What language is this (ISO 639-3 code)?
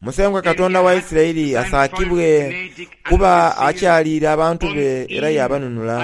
xog